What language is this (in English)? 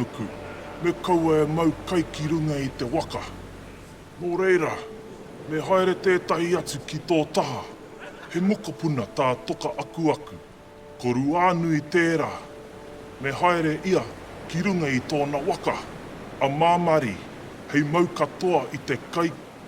Māori